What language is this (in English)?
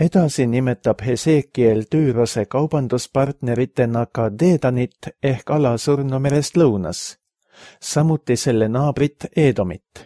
Estonian